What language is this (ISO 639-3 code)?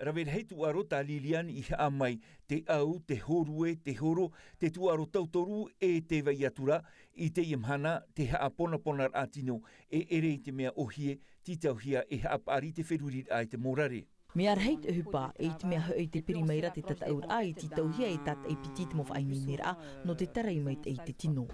tah